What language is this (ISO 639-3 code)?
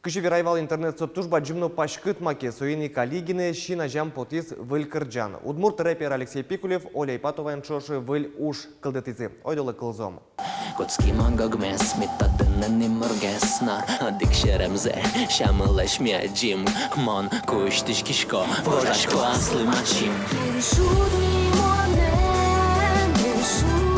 udm